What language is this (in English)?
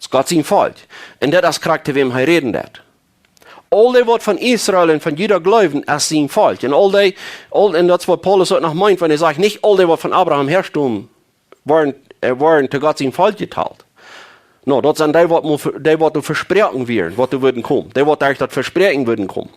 Plautdietsch